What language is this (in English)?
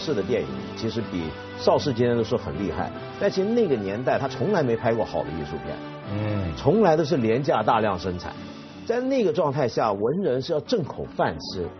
Chinese